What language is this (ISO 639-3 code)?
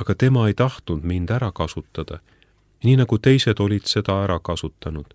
est